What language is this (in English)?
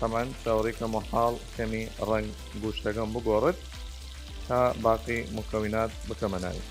Southern Kurdish